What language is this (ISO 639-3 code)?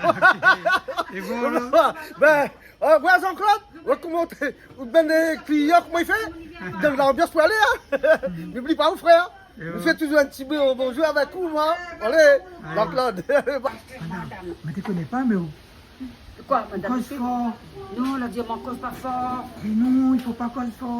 rcf